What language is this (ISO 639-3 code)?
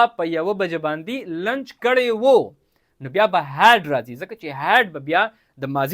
pus